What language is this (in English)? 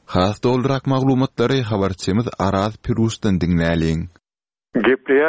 Turkmen